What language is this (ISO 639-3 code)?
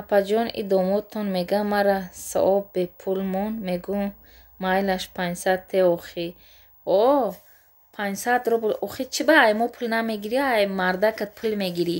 tgk